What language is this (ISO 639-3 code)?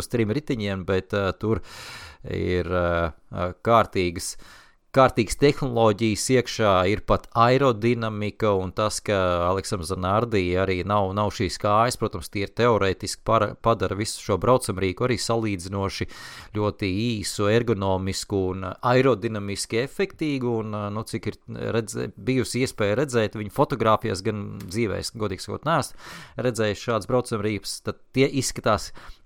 lav